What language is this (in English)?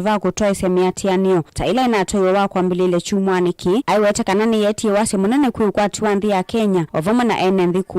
Kamba